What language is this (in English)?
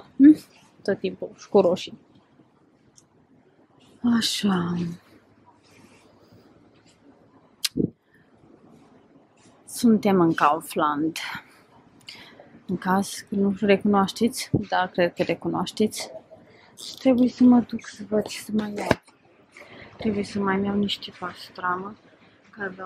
Romanian